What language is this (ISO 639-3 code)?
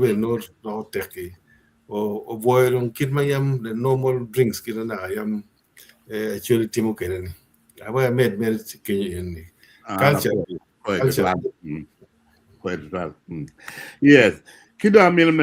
ach